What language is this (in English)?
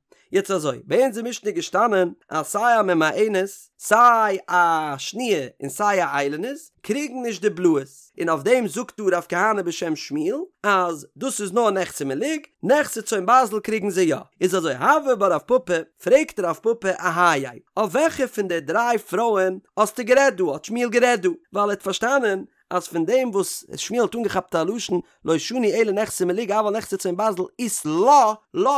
Yiddish